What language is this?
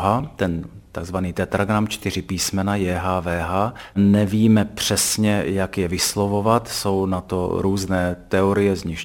Czech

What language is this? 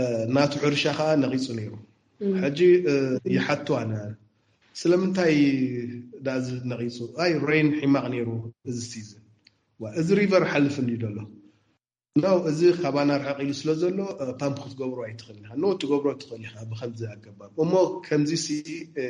Tigrinya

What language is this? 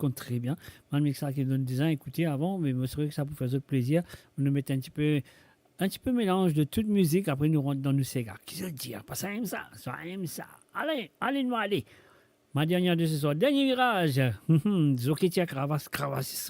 Morisyen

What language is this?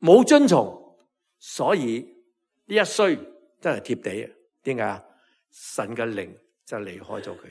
Cantonese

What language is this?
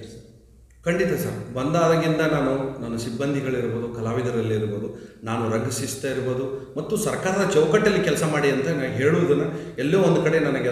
Kannada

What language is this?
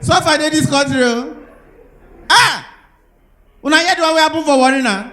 Nigerian Pidgin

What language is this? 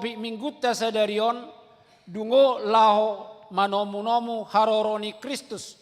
Batak Toba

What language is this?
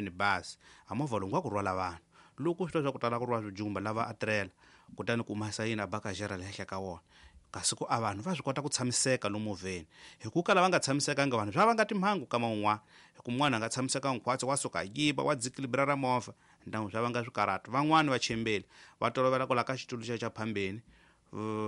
Tsonga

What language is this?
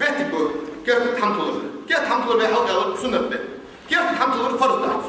Ingush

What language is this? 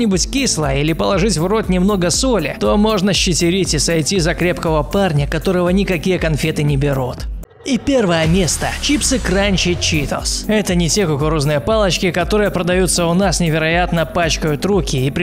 Russian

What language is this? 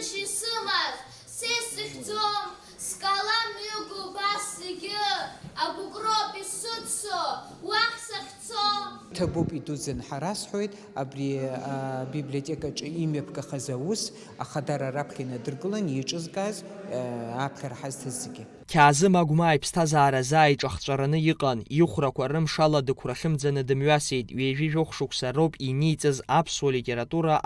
Abkhazian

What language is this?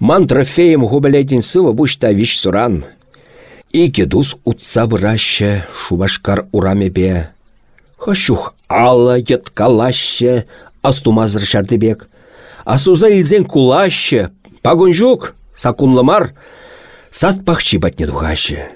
Chuvash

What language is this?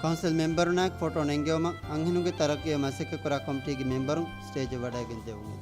Divehi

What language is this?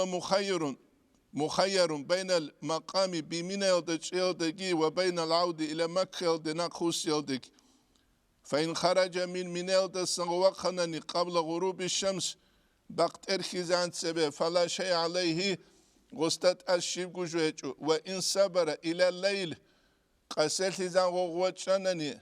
Avaric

